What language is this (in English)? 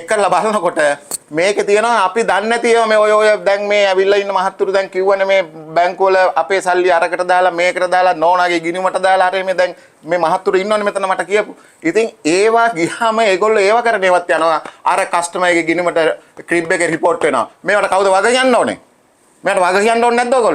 Sinhala